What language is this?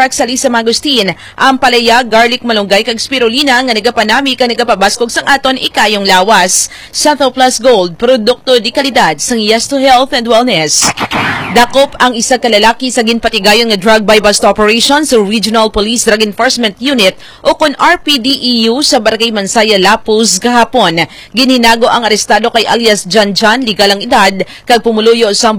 Hiligaynon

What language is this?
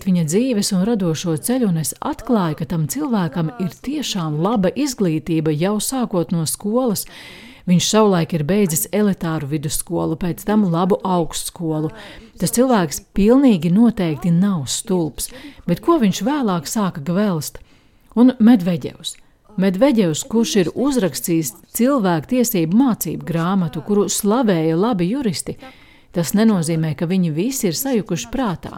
Latvian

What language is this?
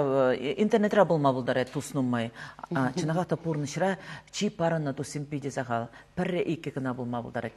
Chuvash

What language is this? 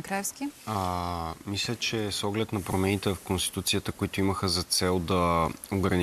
Bulgarian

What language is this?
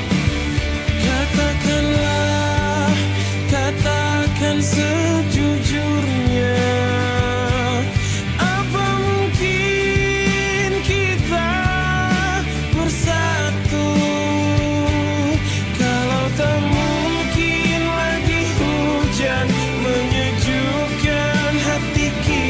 Indonesian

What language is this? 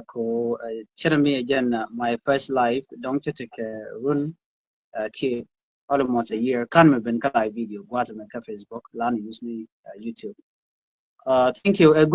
Nuer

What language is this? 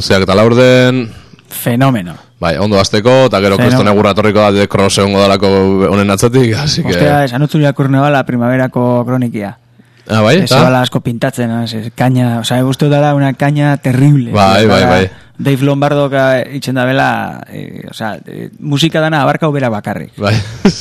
Basque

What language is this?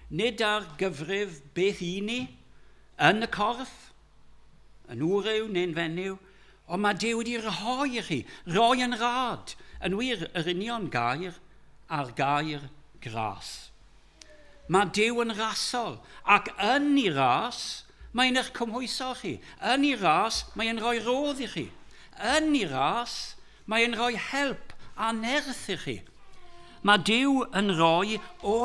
Welsh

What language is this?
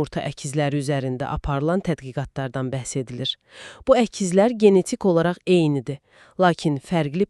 Azerbaijani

